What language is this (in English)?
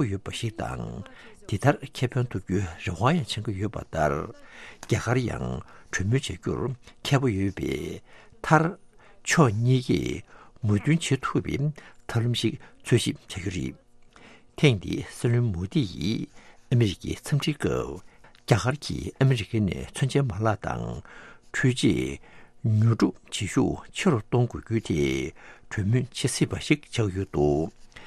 Tibetan